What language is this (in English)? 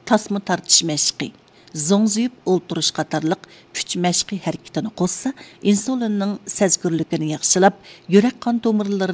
Uyghur